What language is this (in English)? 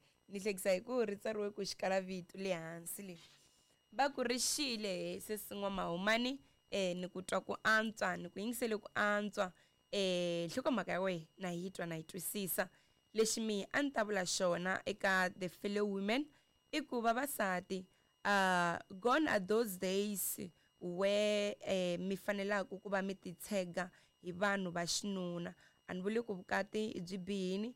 Tsonga